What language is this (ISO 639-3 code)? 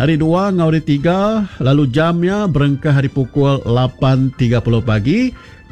iba